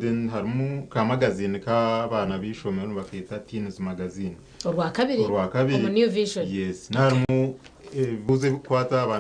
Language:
Nyankole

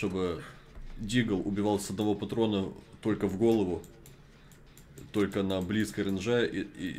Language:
Russian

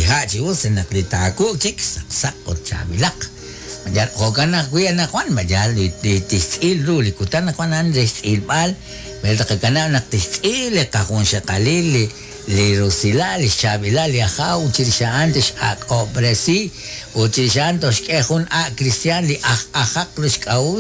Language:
Kekchí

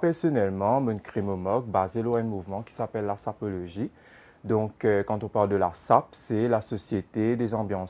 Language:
Morisyen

